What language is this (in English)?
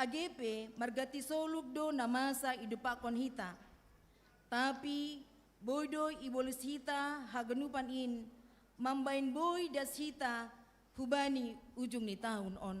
Batak Simalungun